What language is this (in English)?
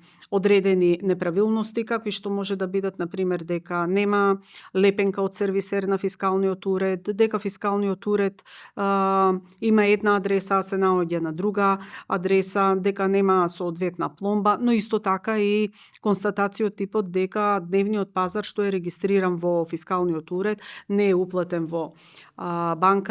Macedonian